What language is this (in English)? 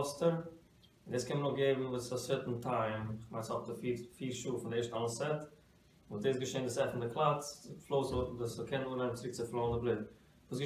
Yiddish